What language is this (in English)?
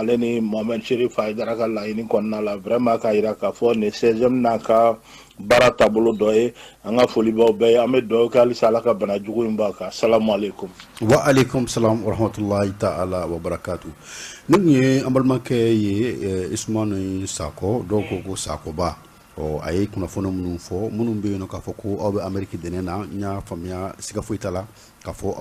Bambara